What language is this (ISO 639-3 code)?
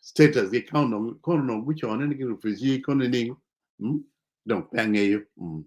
ach